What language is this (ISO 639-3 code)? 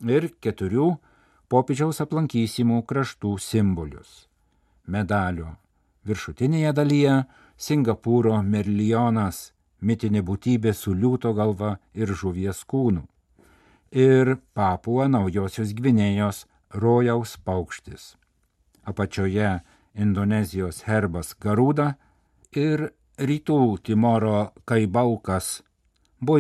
lit